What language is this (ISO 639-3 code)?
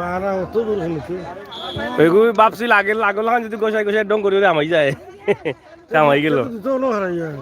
syl